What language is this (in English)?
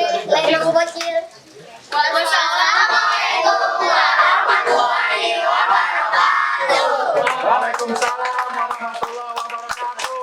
Betawi